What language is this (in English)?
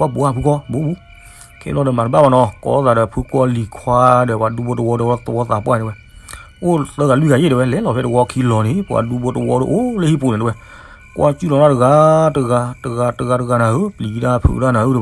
S'gaw Karen